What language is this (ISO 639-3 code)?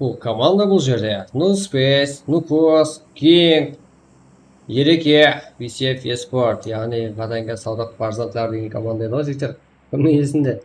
kaa